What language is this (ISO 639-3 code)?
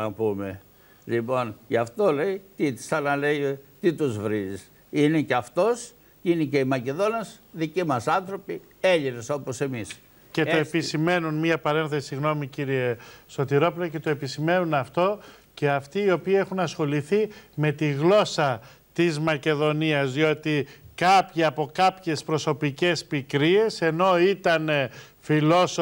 ell